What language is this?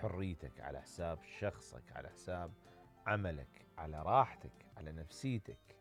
Mesopotamian Arabic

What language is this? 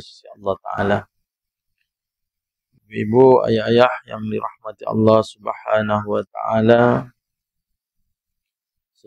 Malay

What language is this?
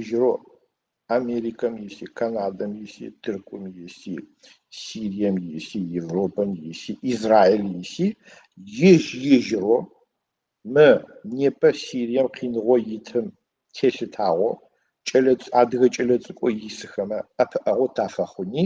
Adyghe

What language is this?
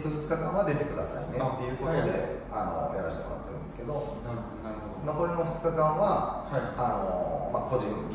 Japanese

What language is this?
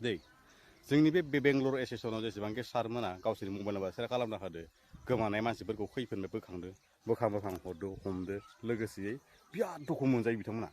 Bodo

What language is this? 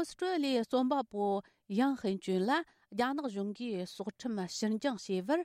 Tibetan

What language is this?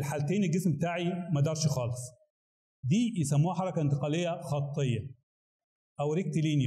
Egyptian Arabic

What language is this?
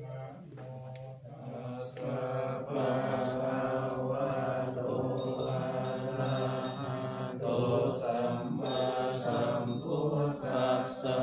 Pali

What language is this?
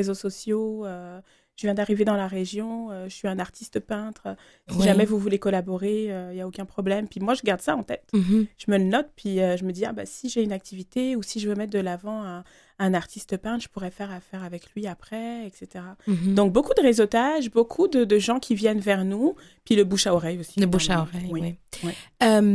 French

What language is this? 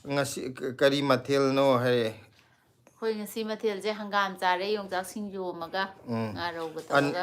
Manipuri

